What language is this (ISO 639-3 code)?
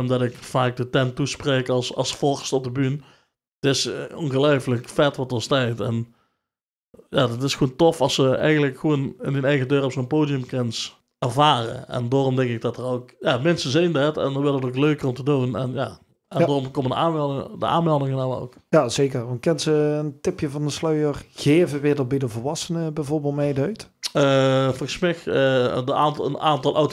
lim